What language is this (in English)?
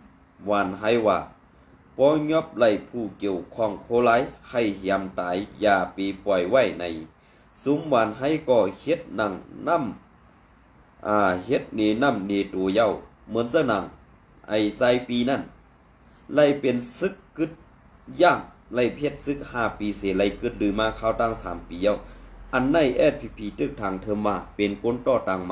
Shan